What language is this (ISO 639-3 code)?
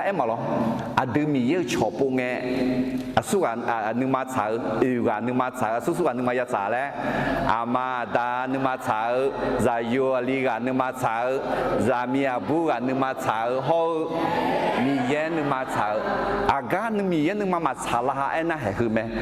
ahk